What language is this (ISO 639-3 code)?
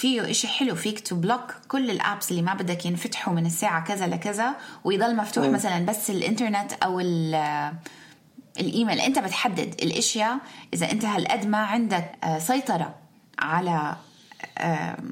apc